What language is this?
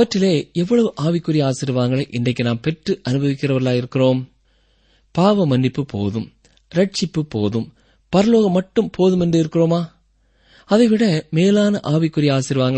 Tamil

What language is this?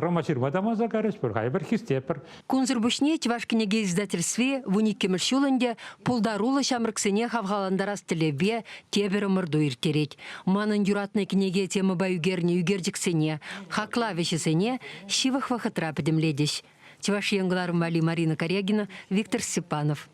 Chuvash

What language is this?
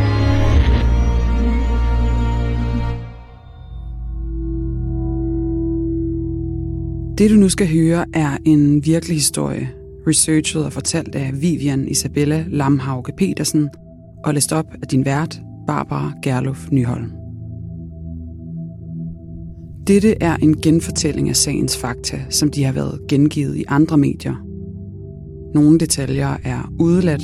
Danish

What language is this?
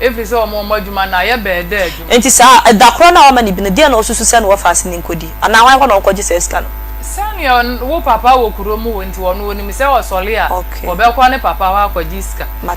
Akan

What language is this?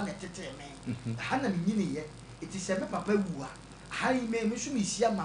Akan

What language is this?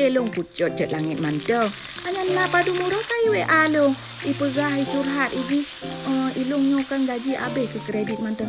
Achinese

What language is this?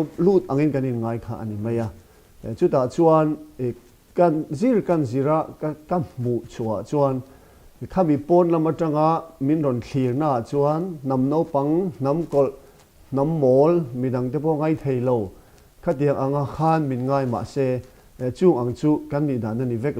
Mizo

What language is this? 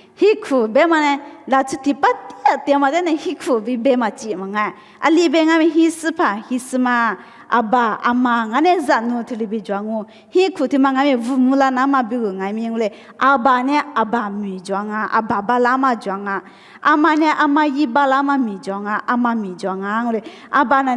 Lisu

